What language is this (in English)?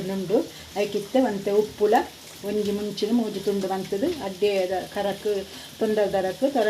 Tulu